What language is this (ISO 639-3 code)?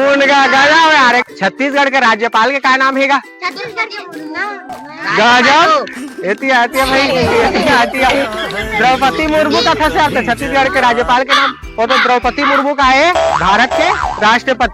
hne